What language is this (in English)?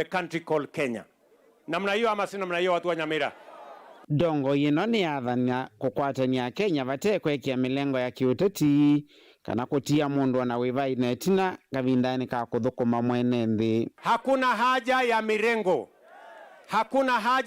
Kamba